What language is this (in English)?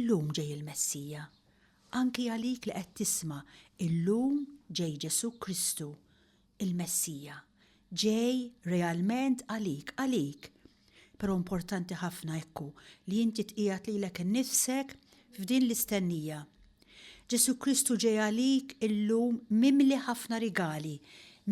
Maltese